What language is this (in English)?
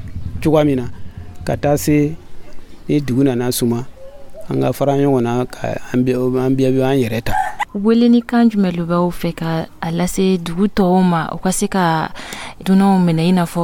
Dyula